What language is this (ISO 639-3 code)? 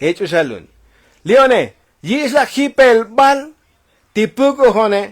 tzo